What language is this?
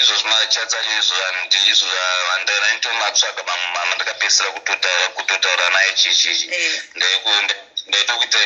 Shona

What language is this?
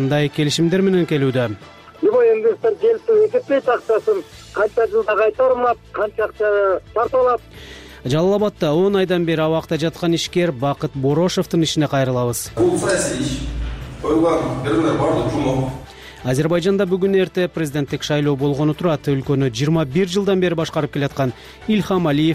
Kyrgyz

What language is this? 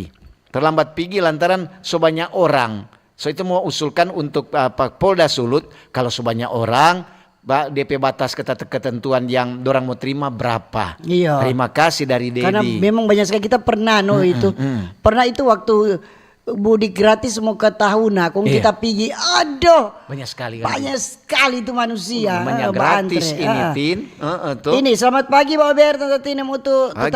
Manado Malay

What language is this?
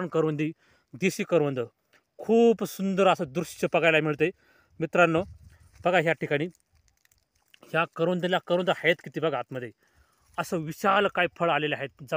Marathi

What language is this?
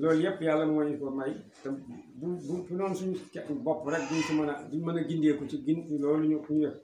Wolof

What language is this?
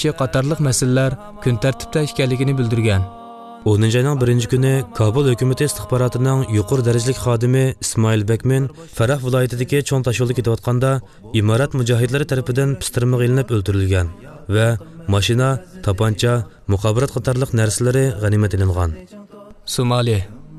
Uyghur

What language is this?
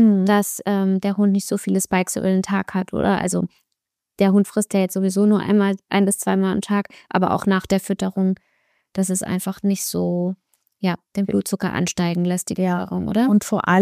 German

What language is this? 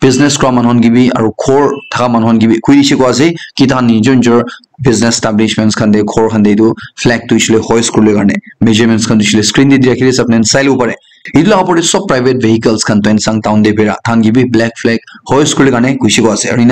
Naga Pidgin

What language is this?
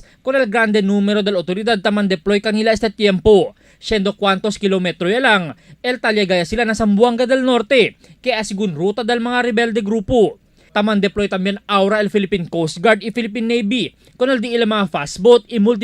Chavacano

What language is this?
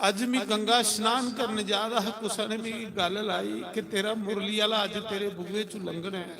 Dogri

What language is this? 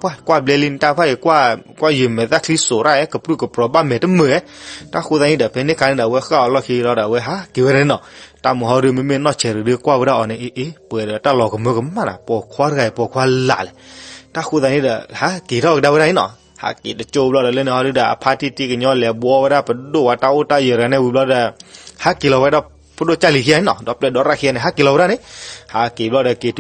S'gaw Karen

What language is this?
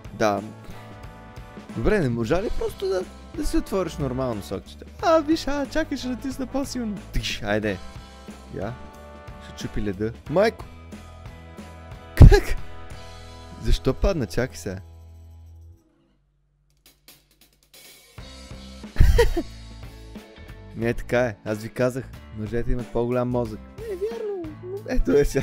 Bulgarian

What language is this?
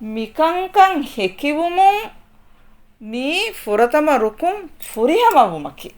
Divehi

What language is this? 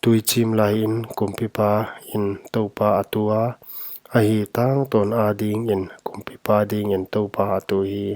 Paite Chin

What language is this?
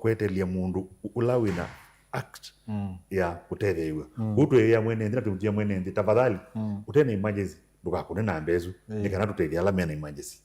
Kamba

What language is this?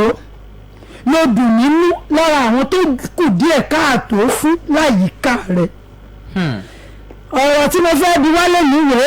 Yoruba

